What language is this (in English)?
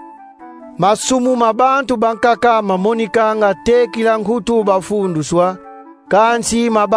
Kongo